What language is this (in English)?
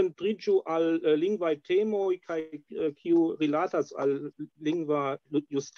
Esperanto